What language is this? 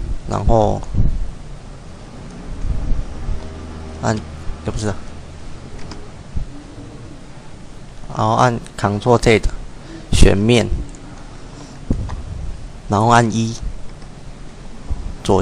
Chinese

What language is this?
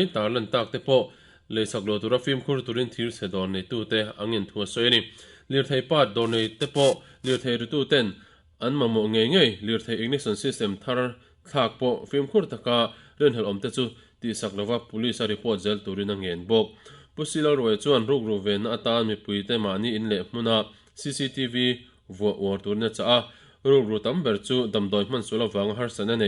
Mizo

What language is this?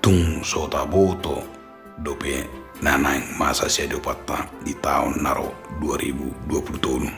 Batak Toba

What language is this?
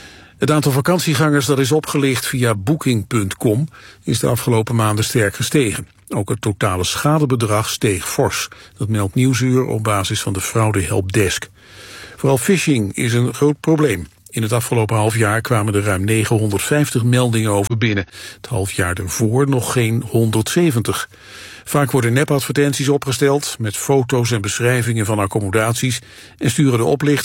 Dutch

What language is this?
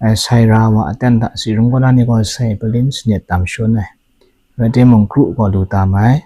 Kachin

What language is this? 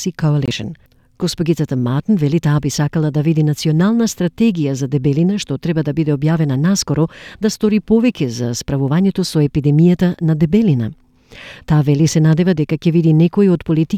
Macedonian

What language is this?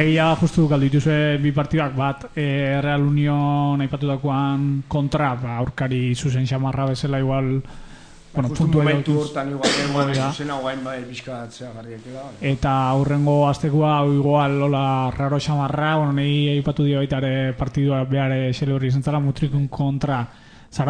Basque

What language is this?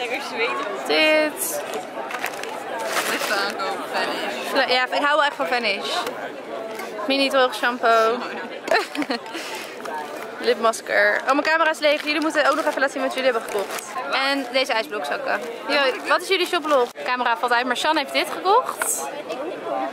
Dutch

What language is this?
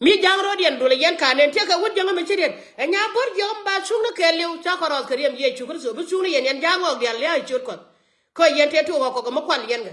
Nuer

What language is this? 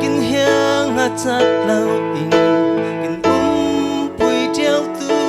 Falam Chin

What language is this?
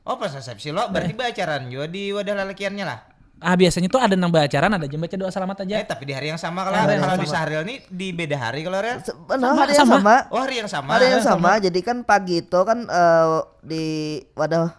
Banjar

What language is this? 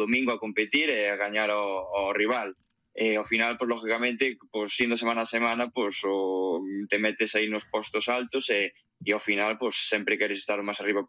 Galician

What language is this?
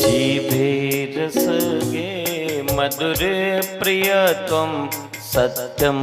Dogri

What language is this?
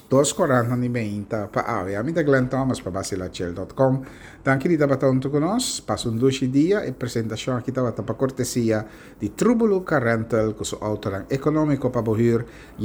Papiamento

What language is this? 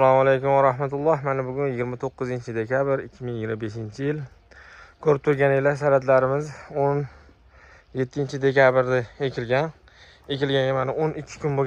Uzbek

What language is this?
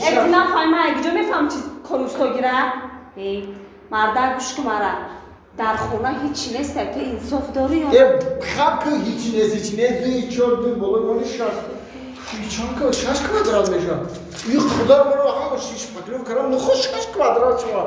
Tajik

